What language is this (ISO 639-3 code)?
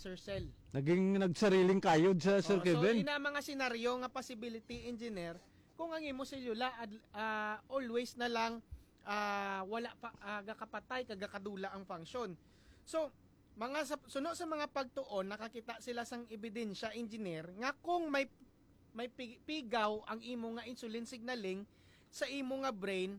hil